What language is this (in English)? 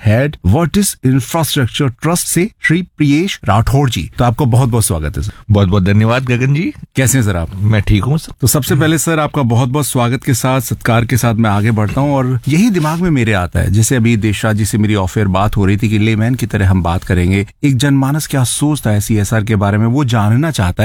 Hindi